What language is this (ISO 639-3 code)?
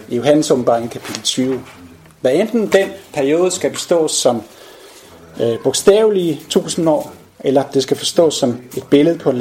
dan